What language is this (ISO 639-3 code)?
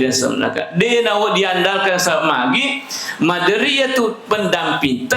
bug